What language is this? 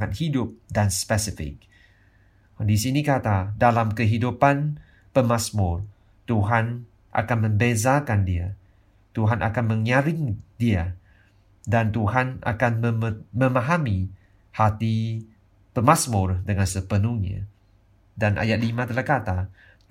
Malay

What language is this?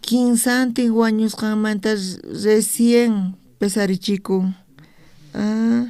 South Bolivian Quechua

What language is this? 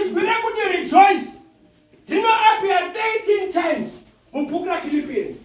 Shona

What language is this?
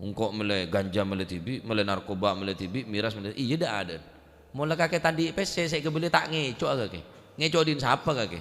Madurese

